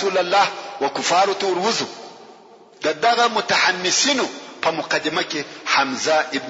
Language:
Pashto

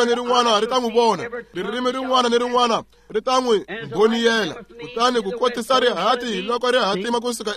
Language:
Tsonga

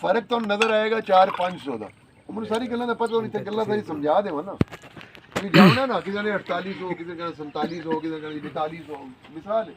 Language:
Saraiki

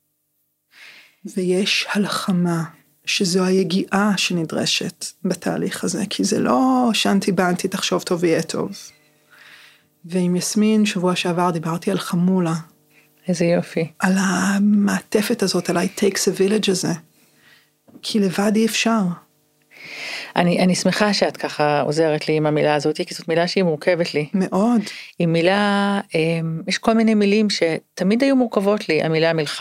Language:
Hebrew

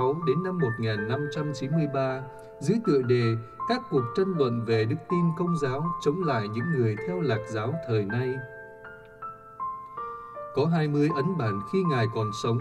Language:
Vietnamese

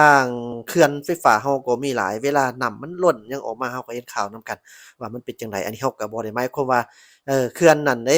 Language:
Lao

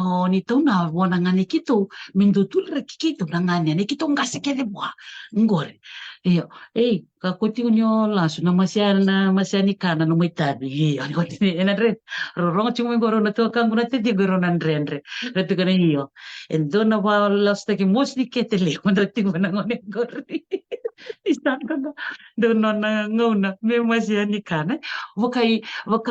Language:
Fijian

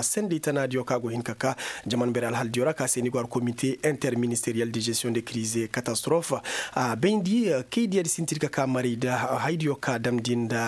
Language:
Koyraboro Senni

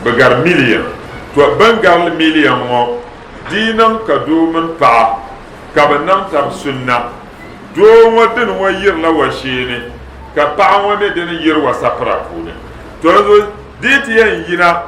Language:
Dagbani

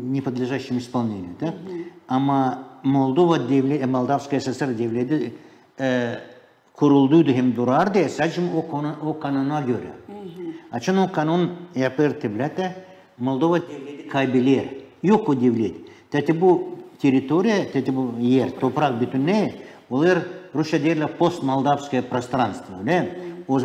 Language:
Gagauz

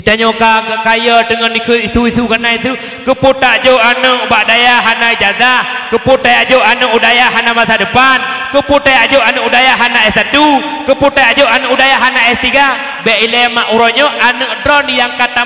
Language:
Achinese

